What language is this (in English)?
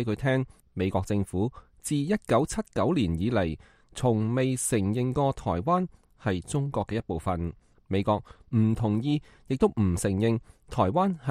Cantonese